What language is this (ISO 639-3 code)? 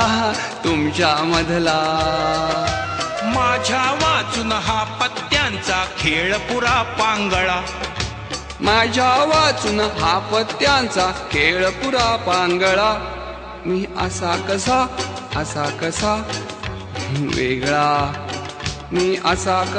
mar